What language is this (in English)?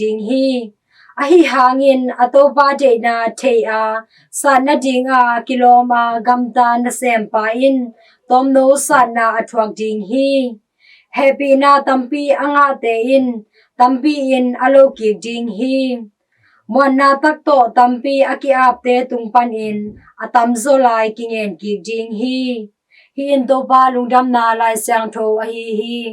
Tedim Chin